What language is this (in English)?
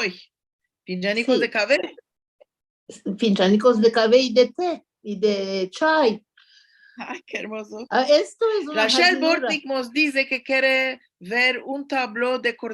Ladino